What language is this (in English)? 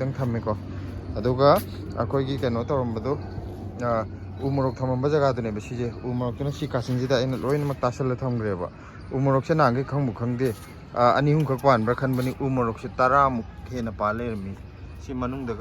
Manipuri